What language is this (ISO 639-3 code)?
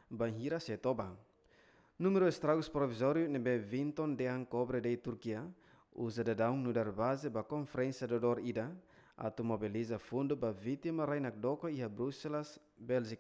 tet